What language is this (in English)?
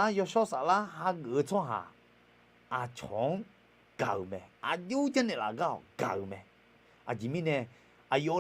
Akha